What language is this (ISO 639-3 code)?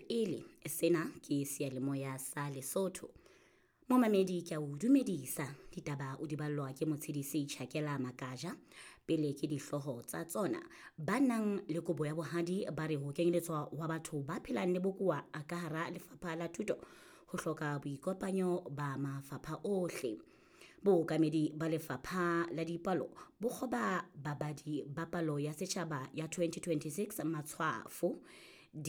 sot